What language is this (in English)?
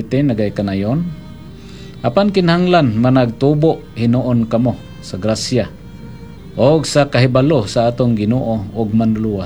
Cebuano